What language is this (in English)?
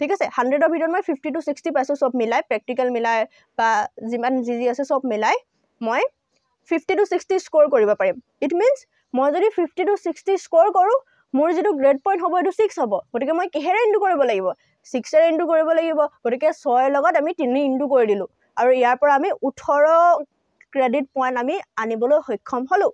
Assamese